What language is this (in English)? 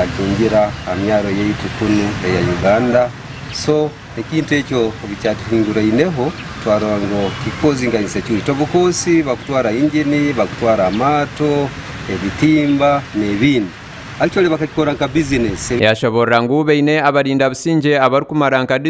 Nyankole